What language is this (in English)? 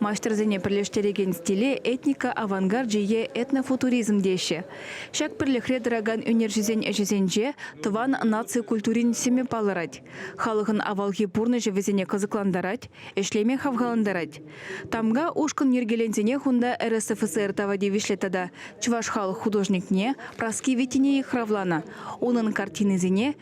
Chuvash